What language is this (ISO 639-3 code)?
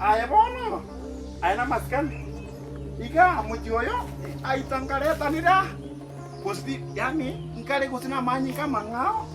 guz